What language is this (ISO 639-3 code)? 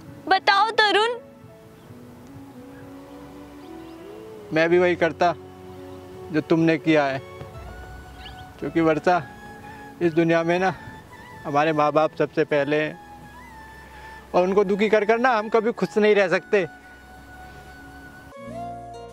hin